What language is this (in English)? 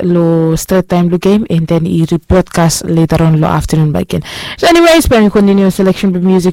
Bislama